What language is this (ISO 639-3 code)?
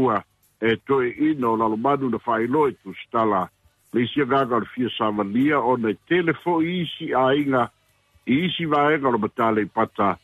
smo